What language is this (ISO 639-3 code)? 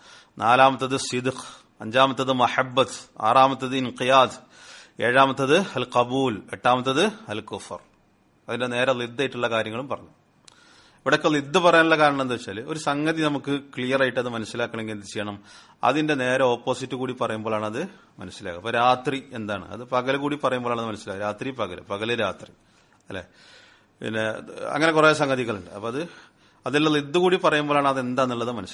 mal